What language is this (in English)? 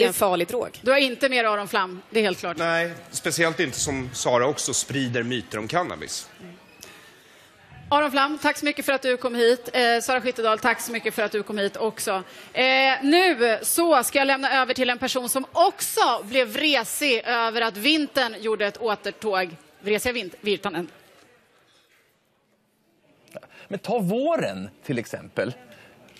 Swedish